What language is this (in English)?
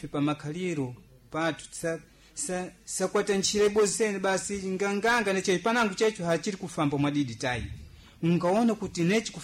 Sena